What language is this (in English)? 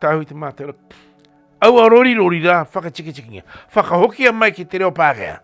Māori